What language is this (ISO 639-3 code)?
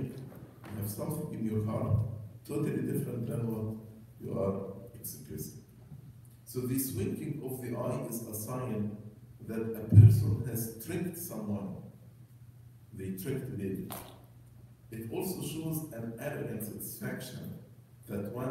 eng